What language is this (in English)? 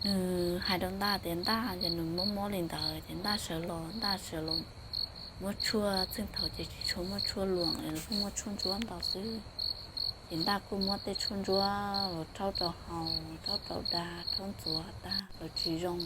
Hmong